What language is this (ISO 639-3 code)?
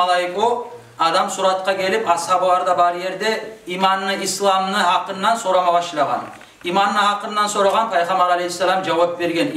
kum